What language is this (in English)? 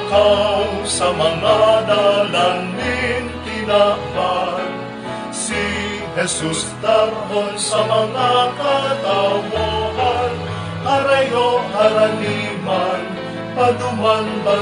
Bikol